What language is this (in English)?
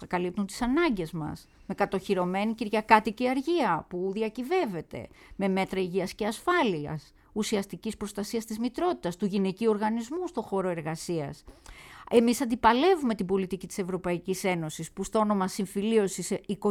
Greek